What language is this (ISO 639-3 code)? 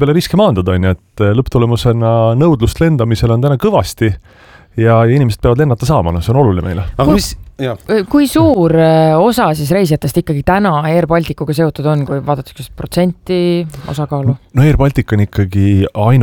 est